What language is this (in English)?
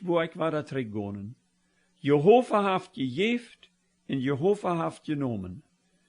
Plautdietsch